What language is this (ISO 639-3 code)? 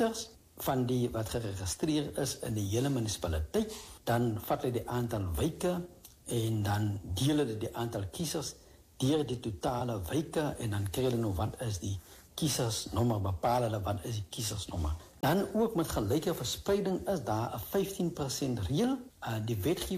afr